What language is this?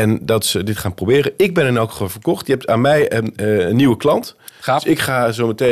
Dutch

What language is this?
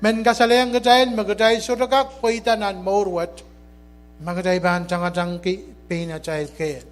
Pohnpeian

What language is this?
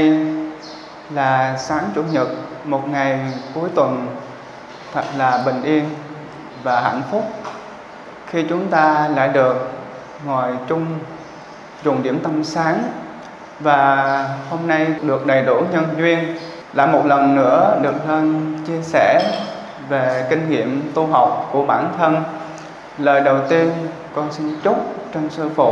Vietnamese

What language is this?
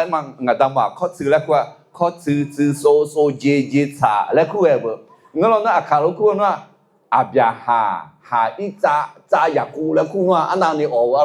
Akha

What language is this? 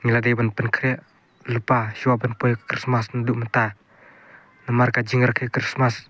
Khasi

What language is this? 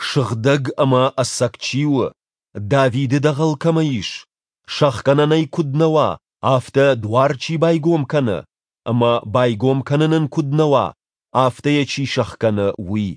Ossetic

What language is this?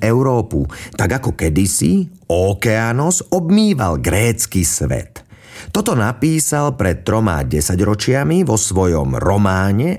Slovak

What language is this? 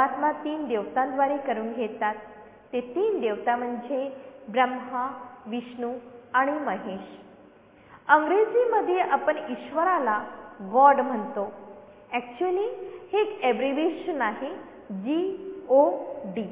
Marathi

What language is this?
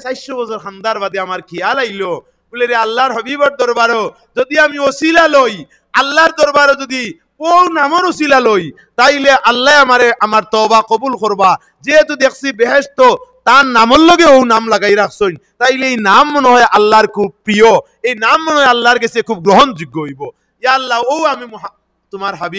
Sylheti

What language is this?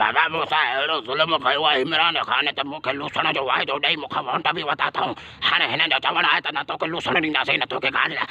Sindhi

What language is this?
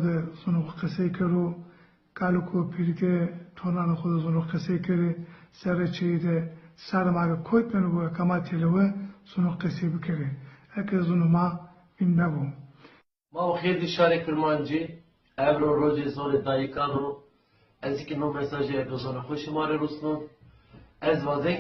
Zaza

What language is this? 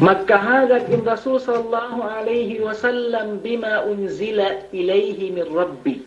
Yakan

